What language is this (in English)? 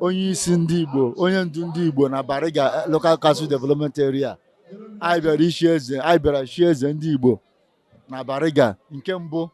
Igbo